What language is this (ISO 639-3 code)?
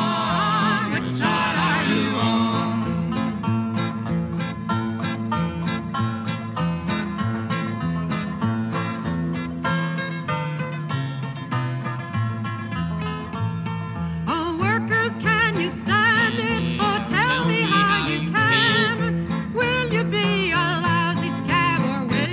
eng